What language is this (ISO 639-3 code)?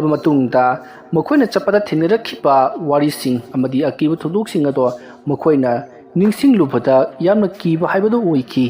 mni